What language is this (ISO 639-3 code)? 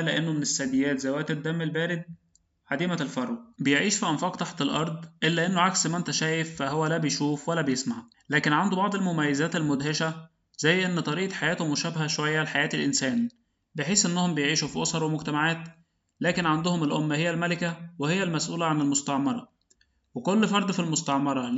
arz